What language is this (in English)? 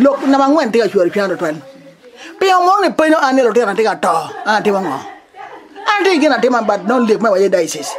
Acoli